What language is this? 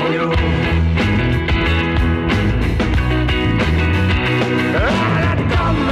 Dutch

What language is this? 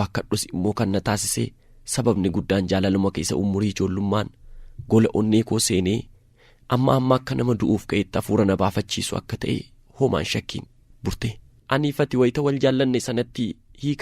Oromo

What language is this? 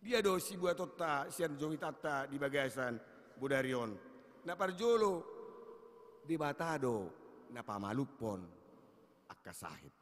Batak Toba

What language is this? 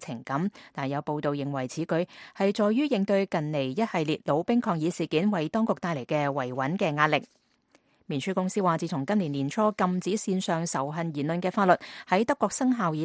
Cantonese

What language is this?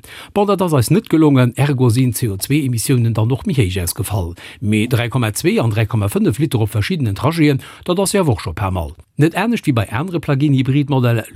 Luxembourgish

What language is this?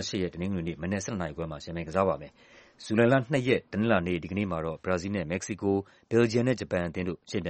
Burmese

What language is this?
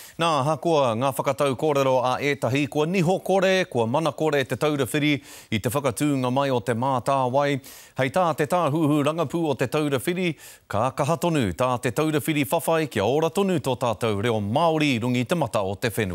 Māori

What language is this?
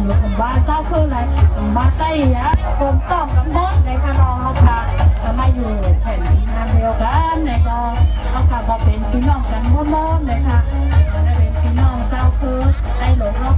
Shan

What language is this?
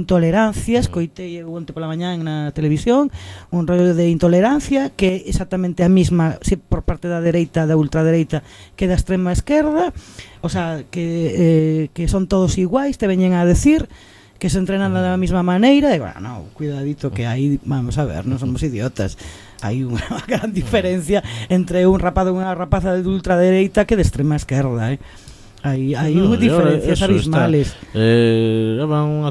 Galician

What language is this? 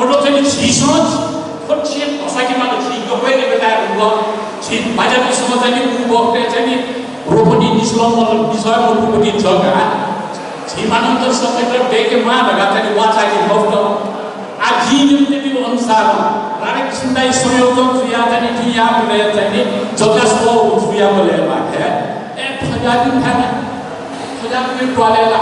Newari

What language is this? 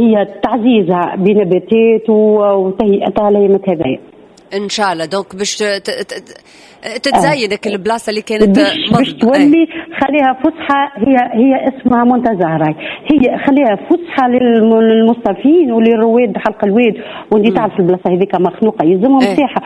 Tunisian Arabic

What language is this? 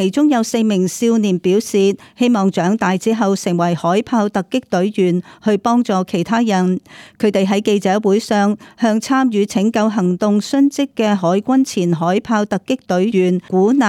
Cantonese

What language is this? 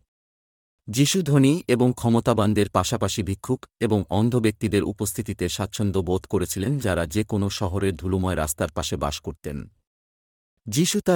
Bangla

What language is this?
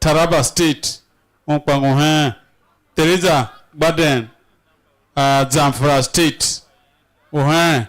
Tiv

